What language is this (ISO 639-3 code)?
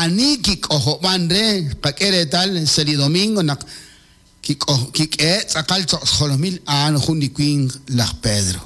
kek